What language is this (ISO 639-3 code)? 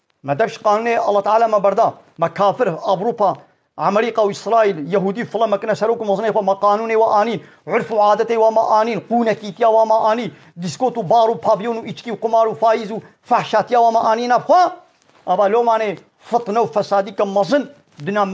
kur